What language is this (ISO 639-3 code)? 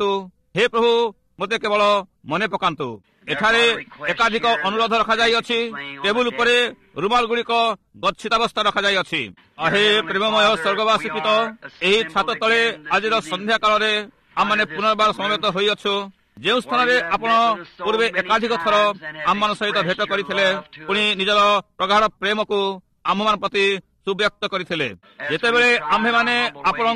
ori